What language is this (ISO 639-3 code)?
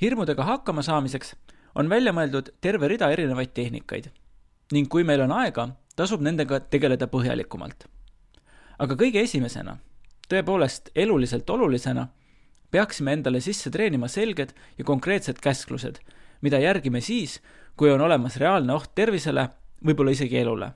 est